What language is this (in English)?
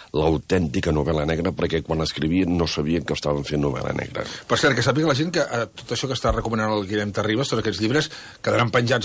Catalan